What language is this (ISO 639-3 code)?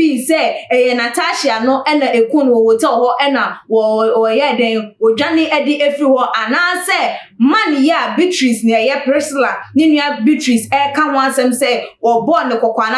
aka